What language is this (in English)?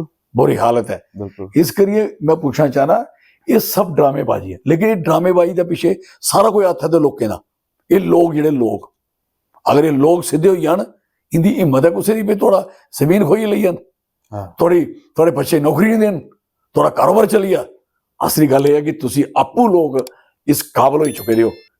Dogri